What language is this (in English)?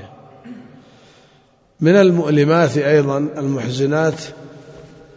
Arabic